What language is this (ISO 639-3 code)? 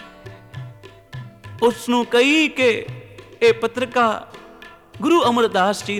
pan